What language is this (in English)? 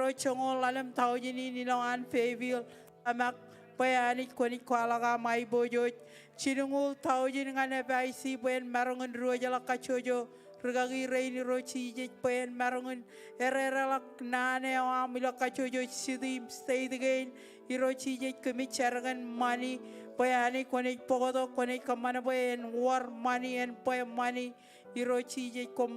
Marshallese